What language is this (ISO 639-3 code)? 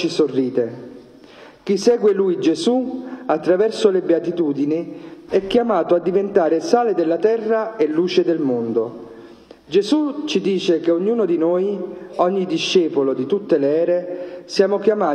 ita